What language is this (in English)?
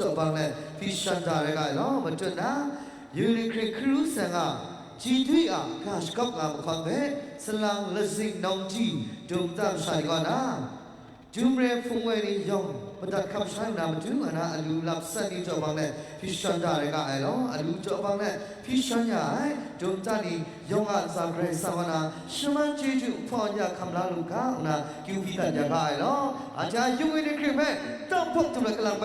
Kachin